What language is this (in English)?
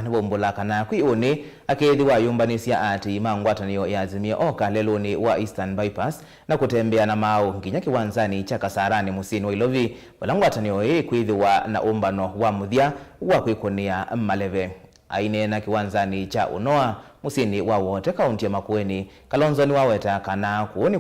Kamba